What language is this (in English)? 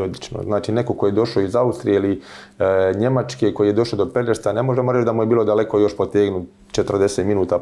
Croatian